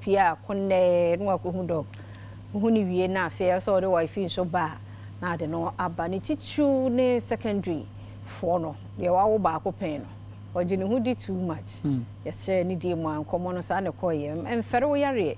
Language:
Akan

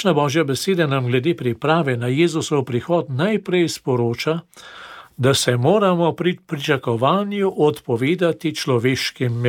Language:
Slovenian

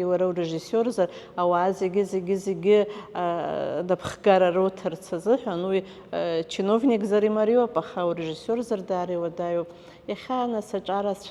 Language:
Abkhazian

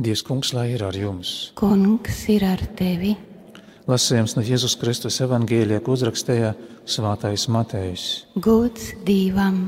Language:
Latvian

